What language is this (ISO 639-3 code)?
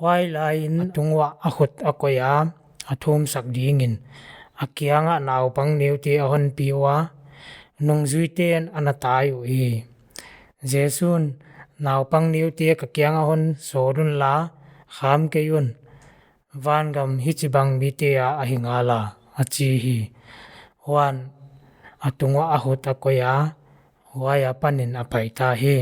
pck